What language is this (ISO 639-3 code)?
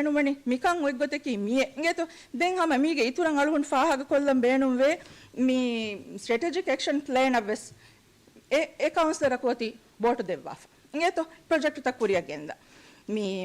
div